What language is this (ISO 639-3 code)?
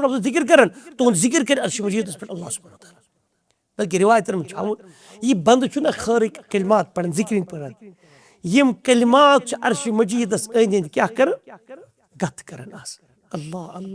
kas